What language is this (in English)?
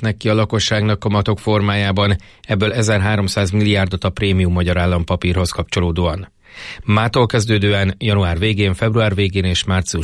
Hungarian